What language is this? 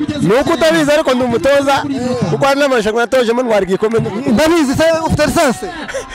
Kinyarwanda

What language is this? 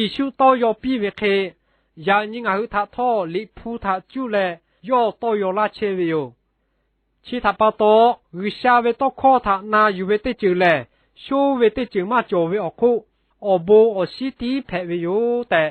Lahu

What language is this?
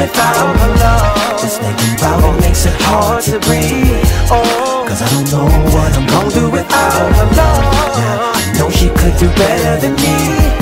English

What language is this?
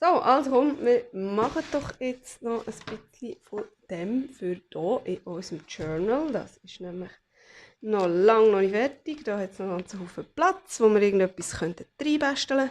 Swiss German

